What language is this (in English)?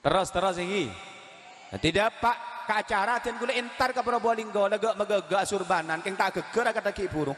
Madurese